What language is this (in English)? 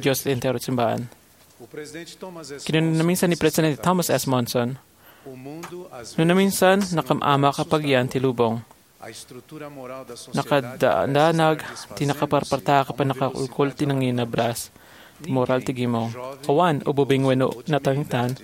Iloko